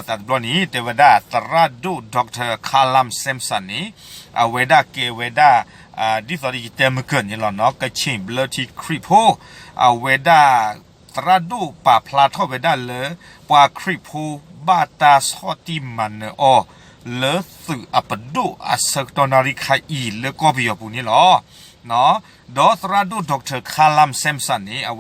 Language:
S'gaw Karen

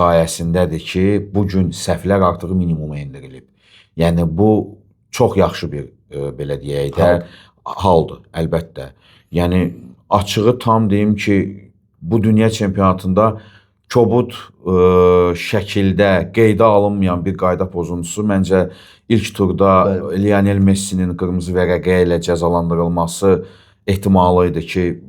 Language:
Azerbaijani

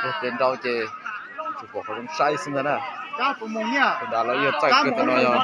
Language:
Hmong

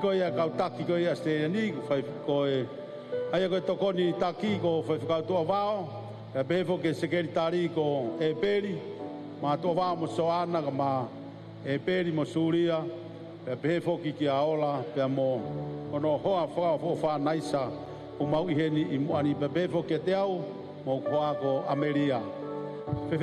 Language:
Tongan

